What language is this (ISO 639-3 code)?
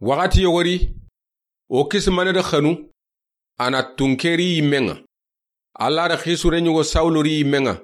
snk